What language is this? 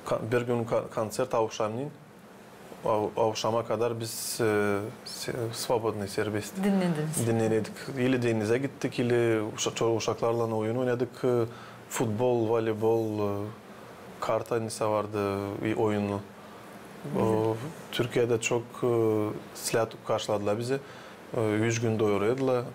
Gagauz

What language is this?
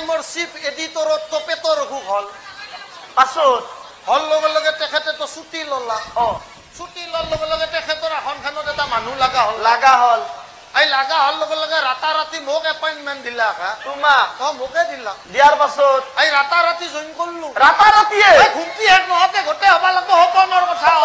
Assamese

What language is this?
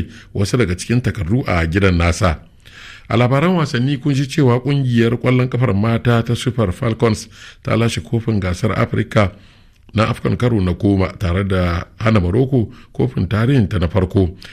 Hausa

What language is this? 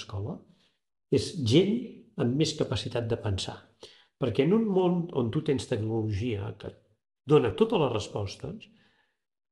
Catalan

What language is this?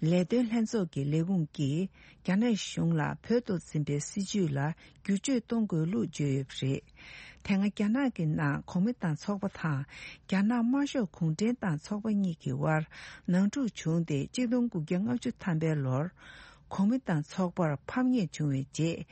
Tibetan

